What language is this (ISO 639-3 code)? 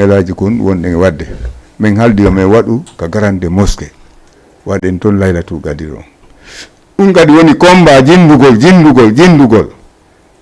ful